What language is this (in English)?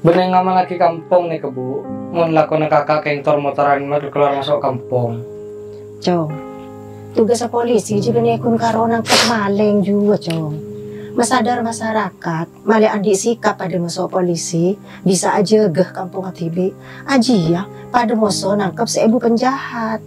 Madurese